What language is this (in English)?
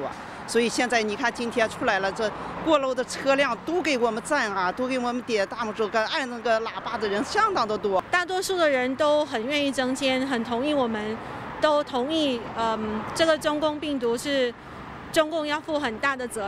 Chinese